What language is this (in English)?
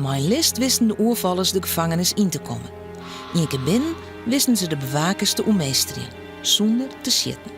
Western Frisian